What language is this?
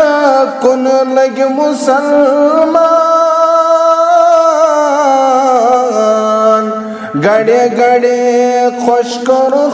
Kashmiri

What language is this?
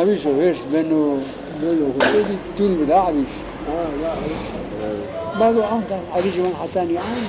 Zaza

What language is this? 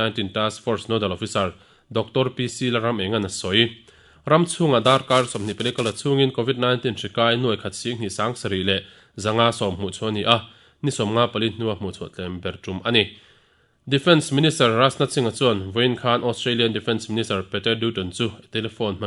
Mizo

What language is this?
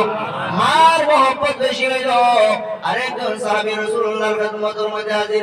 Sylheti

